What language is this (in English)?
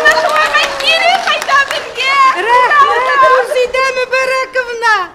Bashkir